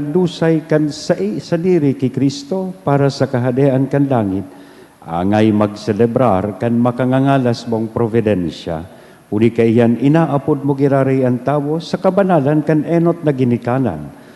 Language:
Bikol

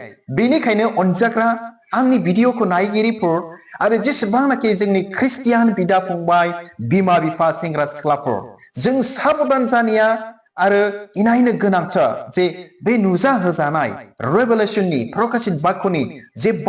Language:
Bodo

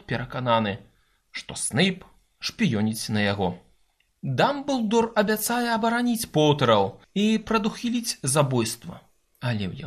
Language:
Belarusian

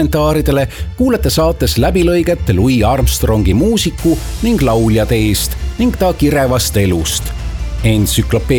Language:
Estonian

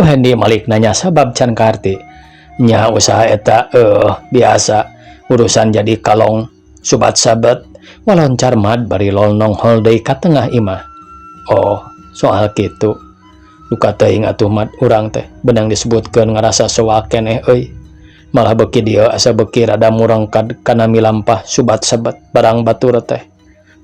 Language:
Sundanese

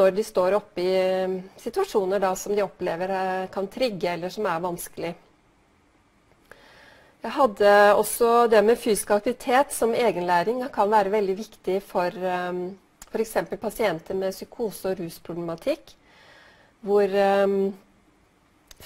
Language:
Norwegian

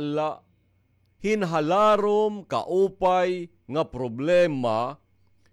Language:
Waray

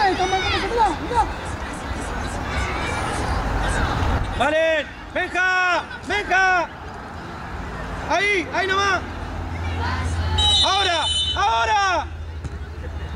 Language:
Spanish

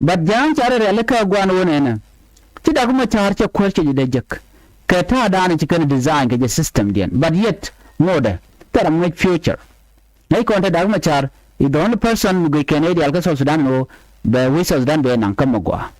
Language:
Nuer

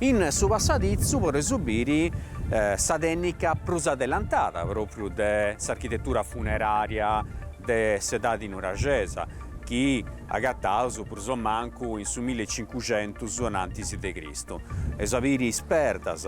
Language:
Sardinian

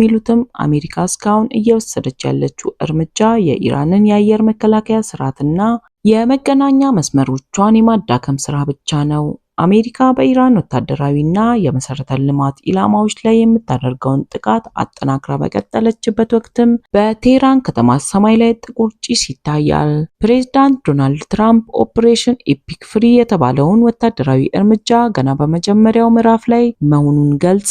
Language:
Amharic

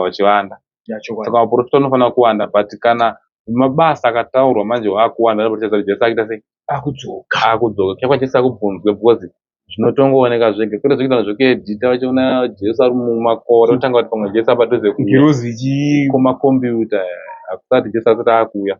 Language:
Shona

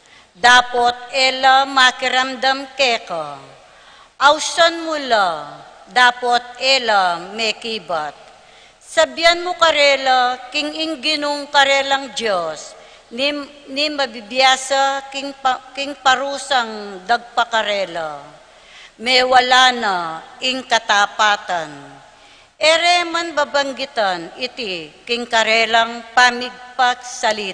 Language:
Pampanga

